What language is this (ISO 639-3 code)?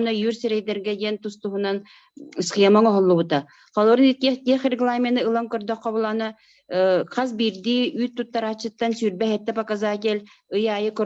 sah